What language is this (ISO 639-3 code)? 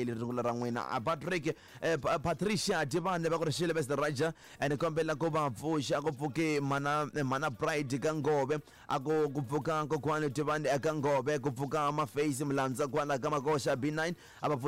tso